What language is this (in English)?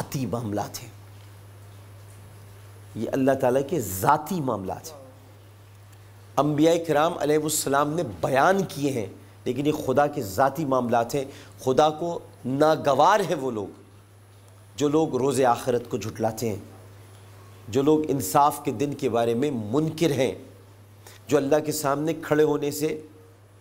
Urdu